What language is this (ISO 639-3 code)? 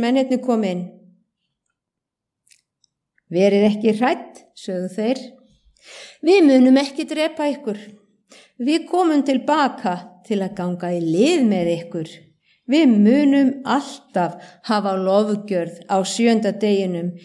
isl